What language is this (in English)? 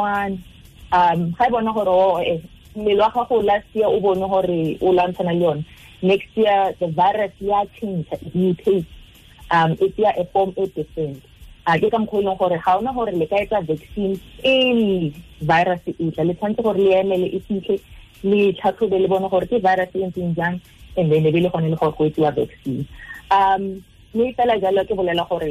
Tswana